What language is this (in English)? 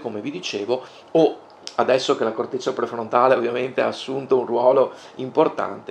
Italian